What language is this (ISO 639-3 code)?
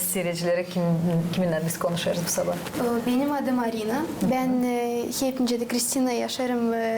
gag